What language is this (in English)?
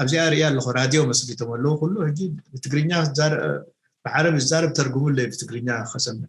Tigrinya